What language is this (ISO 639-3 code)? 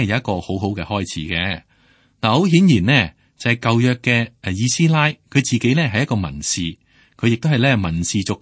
yue